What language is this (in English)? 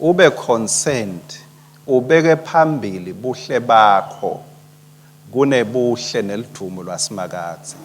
Swati